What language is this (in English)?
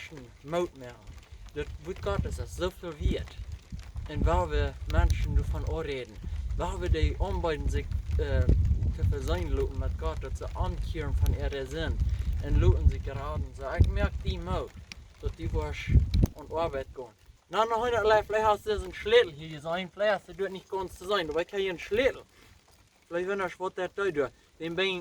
Plautdietsch